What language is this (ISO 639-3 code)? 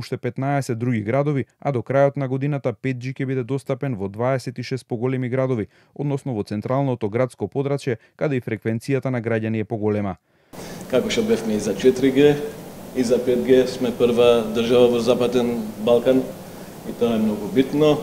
mkd